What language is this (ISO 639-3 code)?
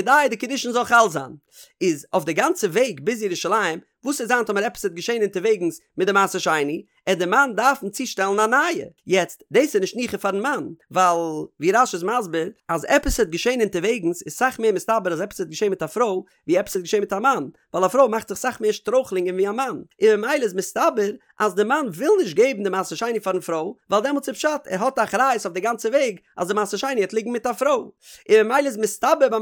yid